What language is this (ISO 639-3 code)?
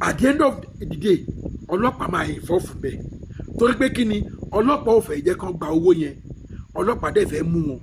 yor